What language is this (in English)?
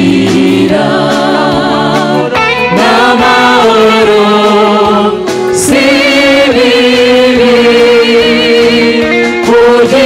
Kinyarwanda